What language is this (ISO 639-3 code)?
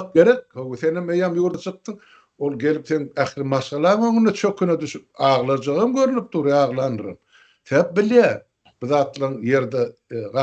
tuk